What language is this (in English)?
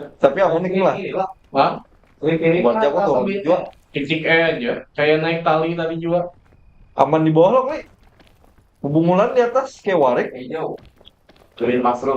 Banjar